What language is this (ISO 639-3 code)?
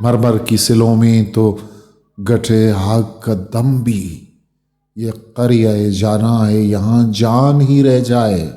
bgp